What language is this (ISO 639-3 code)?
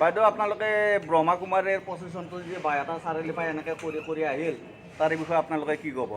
asm